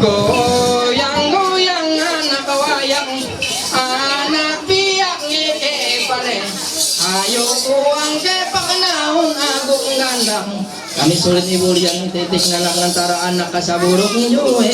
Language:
Ma'anyan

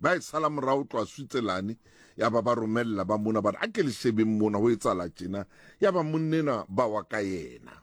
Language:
Southern Sotho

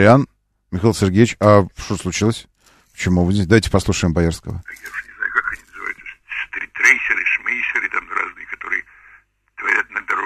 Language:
Russian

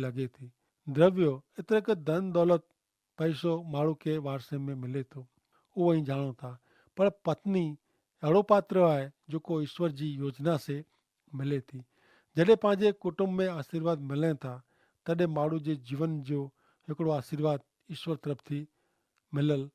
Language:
Kachhi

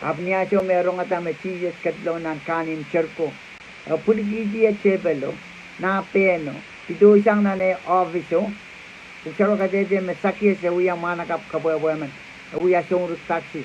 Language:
Pohnpeian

